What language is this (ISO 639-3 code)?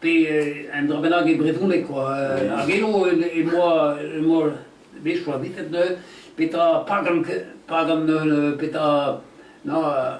bre